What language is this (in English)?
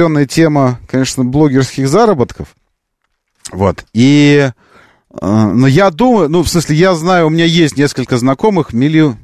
Russian